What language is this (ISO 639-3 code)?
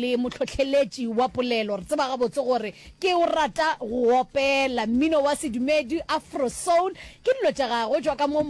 nso